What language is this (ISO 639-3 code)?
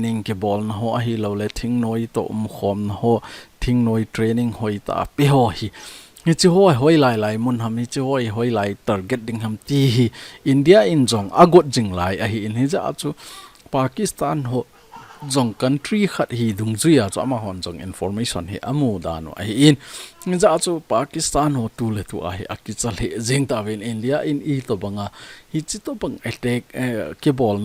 tcz